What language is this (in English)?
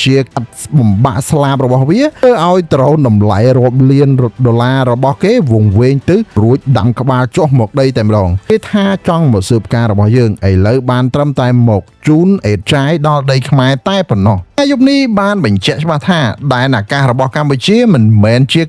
Khmer